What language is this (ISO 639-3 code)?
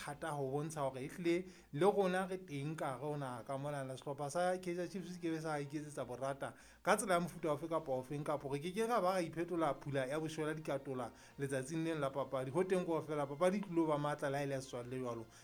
sot